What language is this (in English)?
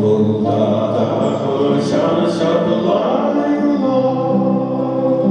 Chuvash